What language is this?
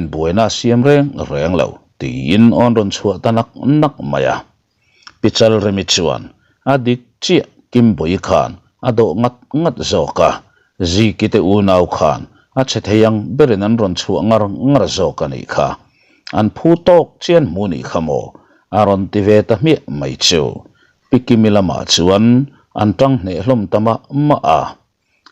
Mizo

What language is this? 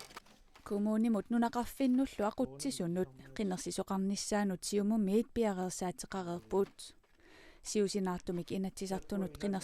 Kalaallisut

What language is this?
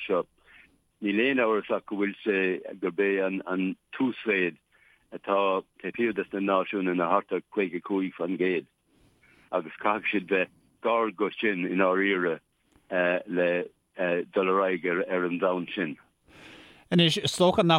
Irish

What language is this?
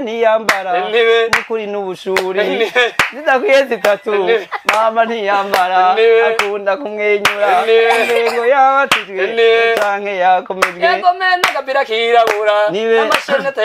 Rundi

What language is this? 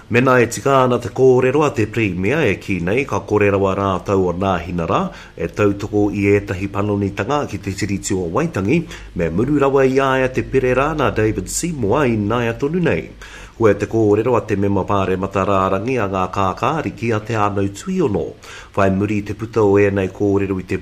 Māori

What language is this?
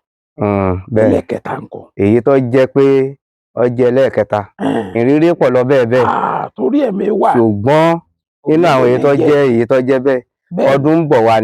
Yoruba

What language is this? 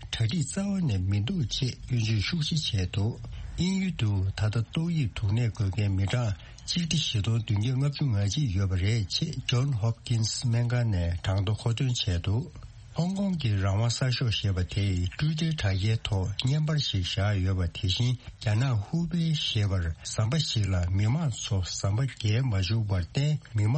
Tibetan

